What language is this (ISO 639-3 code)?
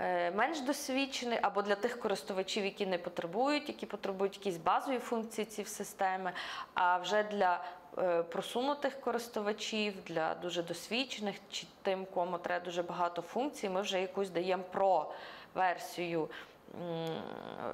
ukr